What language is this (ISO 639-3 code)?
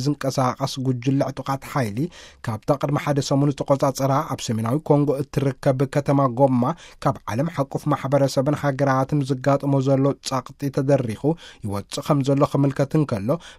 tir